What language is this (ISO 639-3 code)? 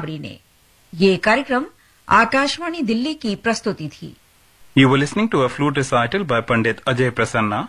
hin